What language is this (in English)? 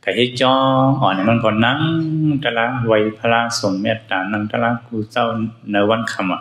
Shan